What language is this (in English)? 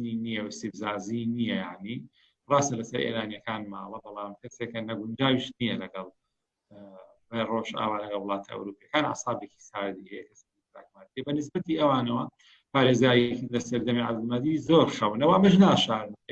Central Kurdish